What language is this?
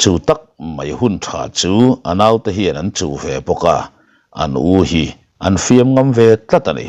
Mizo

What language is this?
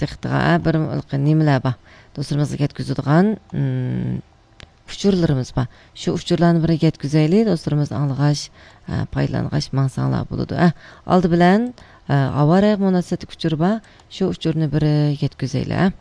Uyghur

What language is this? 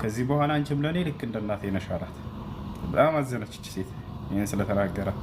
Amharic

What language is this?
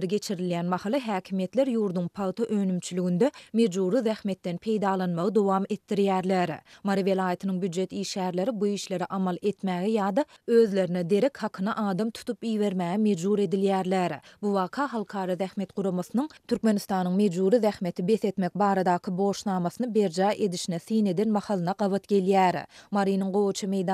Turkmen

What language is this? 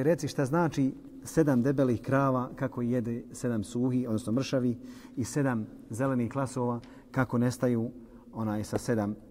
Bosnian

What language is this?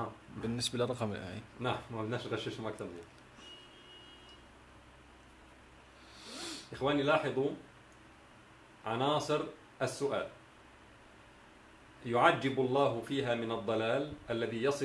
Arabic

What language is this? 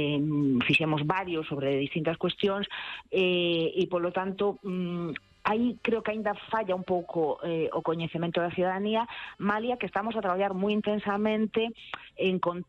Galician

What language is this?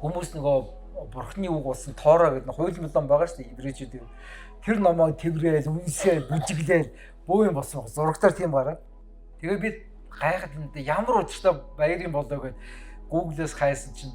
Mongolian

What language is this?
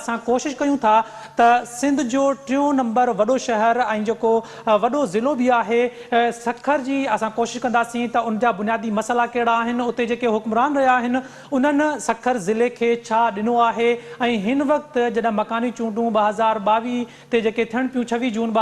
Sindhi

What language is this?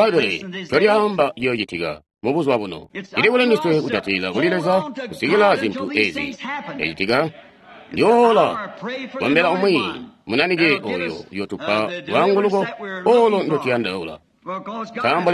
Tonga (Zambia)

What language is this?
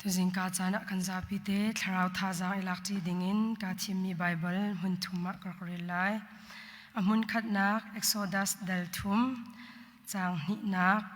Hakha Chin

